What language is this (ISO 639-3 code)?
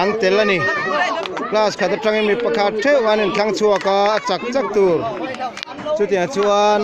lus